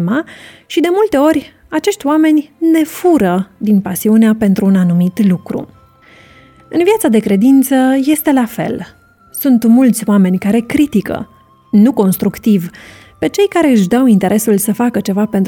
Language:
Romanian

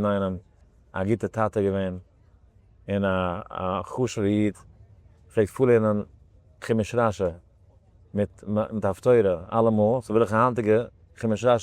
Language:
Yiddish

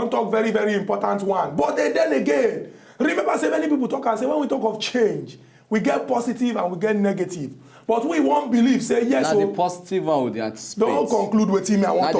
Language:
Nigerian Pidgin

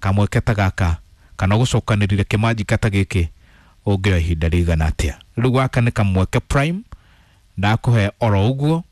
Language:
Kikuyu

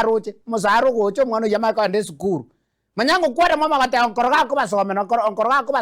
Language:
Gusii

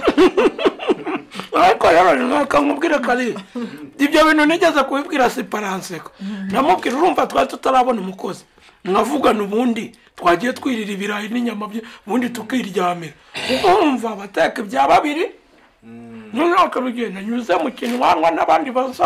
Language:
Kinyarwanda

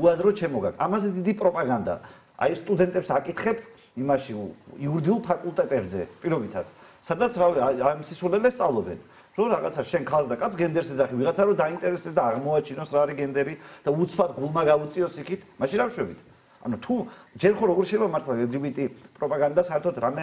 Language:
Georgian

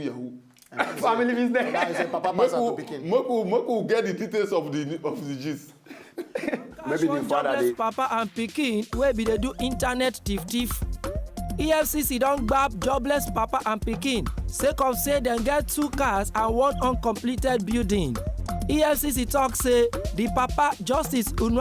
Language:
Nigerian Pidgin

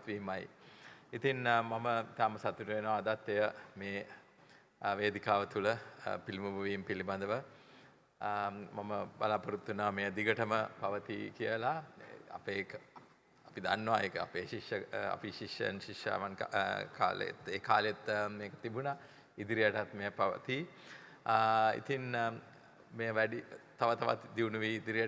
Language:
Sinhala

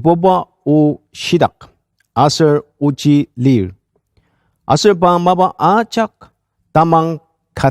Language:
Ao Naga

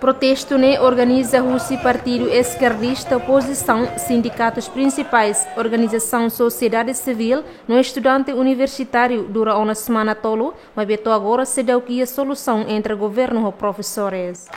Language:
Tetum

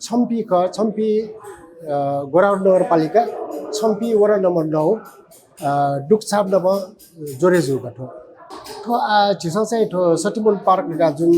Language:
Newari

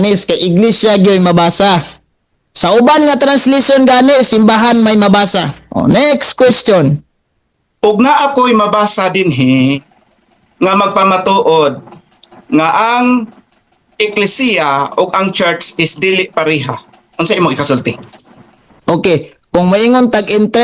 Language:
Cebuano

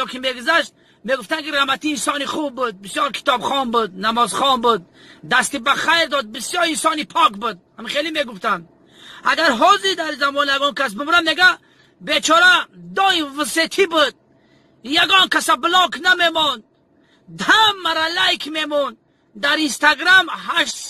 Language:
Tajik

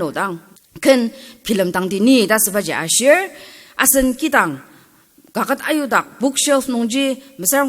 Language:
Ao Naga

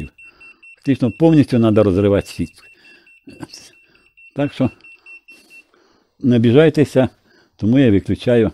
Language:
Ukrainian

